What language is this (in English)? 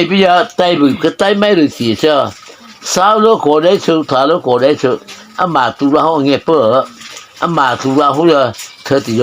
Mara Chin